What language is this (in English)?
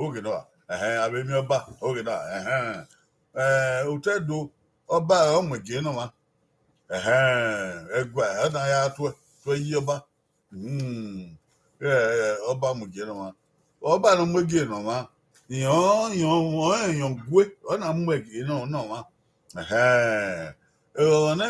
Bini